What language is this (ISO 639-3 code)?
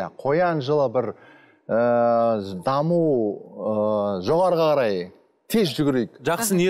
kaz